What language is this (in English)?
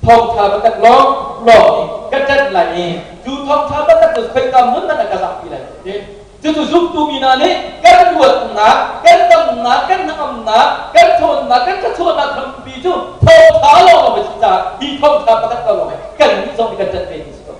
Hakha Chin